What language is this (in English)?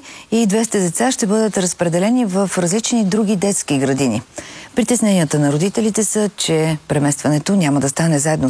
Bulgarian